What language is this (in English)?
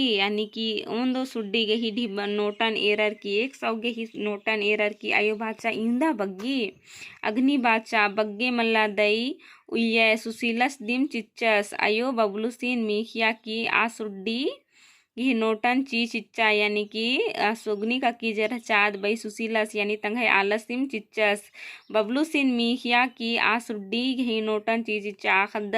Kurukh